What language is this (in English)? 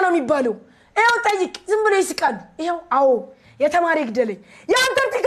Amharic